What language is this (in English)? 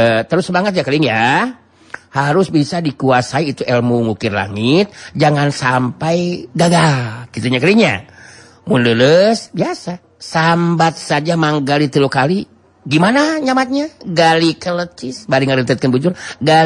Sundanese